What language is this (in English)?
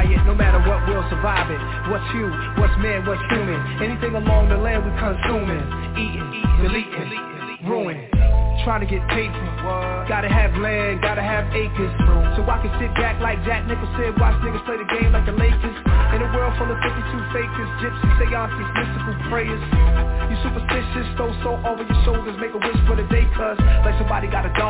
English